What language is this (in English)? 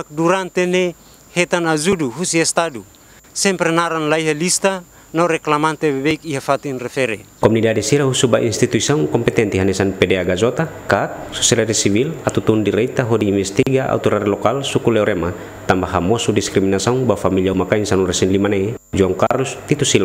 Tetum